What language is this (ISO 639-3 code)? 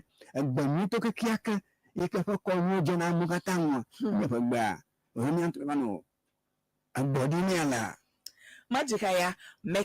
ewe